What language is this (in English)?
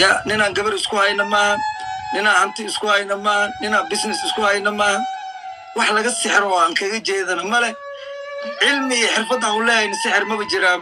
Somali